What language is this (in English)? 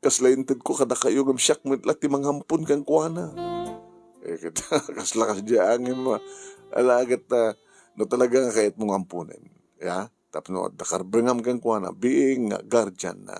Iloko